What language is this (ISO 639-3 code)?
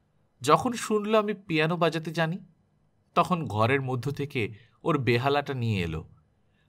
ben